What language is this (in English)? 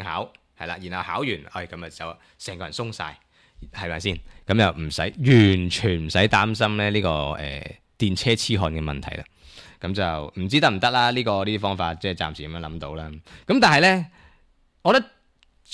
Cantonese